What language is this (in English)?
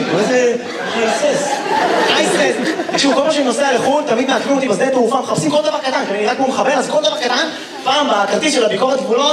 Hebrew